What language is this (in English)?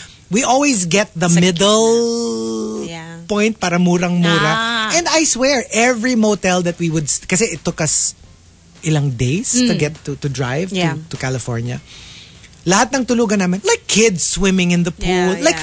Filipino